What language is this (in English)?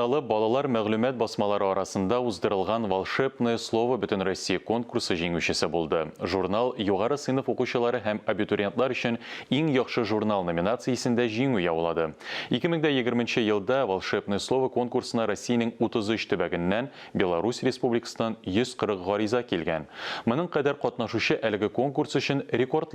Tatar